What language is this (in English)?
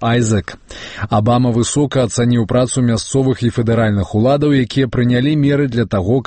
Belarusian